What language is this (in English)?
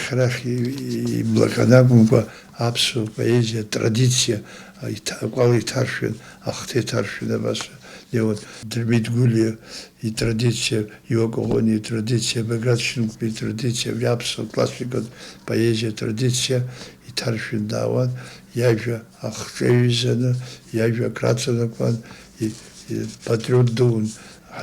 Abkhazian